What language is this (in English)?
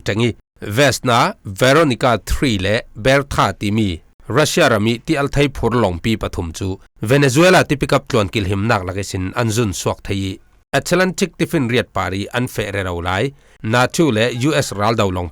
Falam Chin